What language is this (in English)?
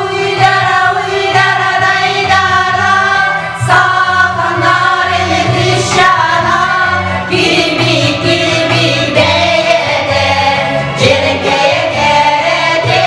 Yakut